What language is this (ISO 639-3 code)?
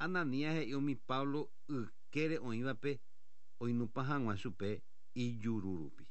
grn